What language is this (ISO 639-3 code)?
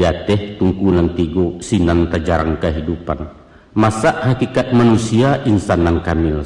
min